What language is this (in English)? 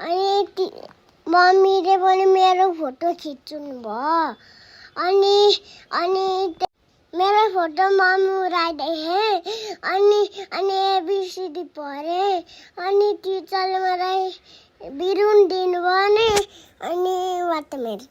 Nepali